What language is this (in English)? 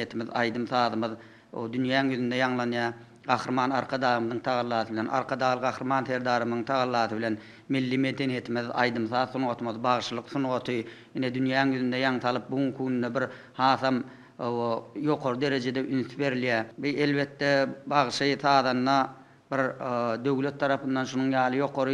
Turkmen